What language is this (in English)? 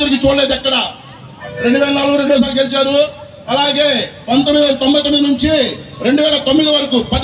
Telugu